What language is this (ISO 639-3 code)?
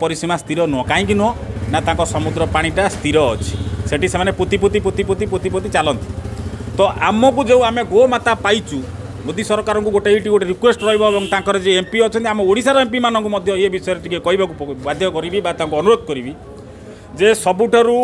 ori